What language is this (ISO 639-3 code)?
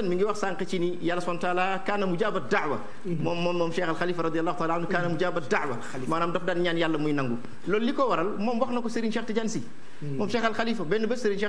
wol